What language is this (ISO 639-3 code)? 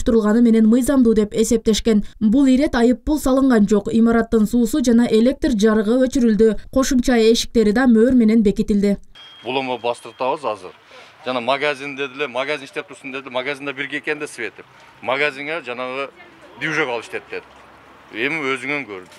kir